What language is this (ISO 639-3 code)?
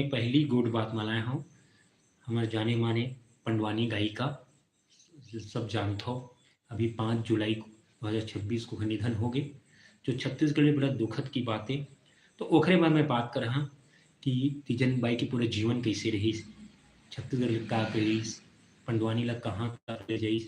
hne